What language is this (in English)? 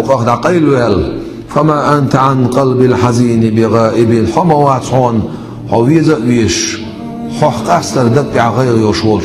Chechen